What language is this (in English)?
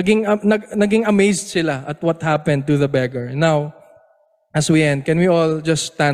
Filipino